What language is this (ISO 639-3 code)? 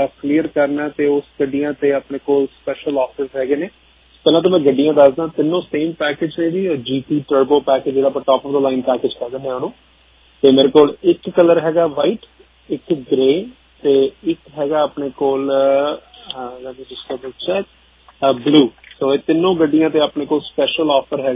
pan